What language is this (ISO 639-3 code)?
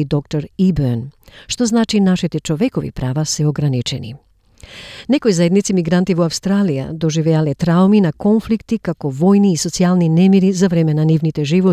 mkd